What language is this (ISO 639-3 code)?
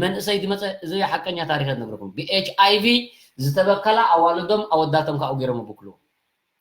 tir